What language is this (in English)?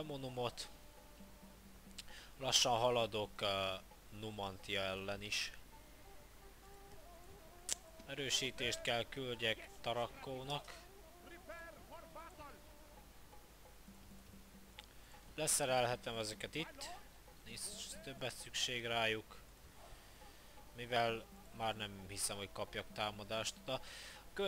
Hungarian